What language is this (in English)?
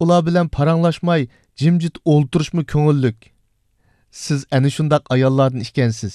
Uyghur